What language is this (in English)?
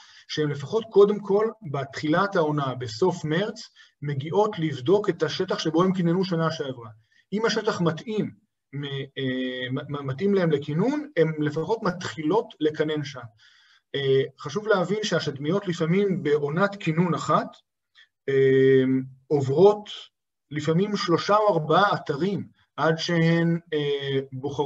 Hebrew